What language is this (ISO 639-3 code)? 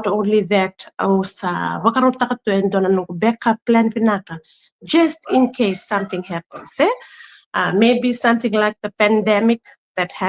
fij